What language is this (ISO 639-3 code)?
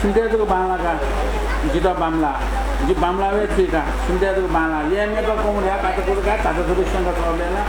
new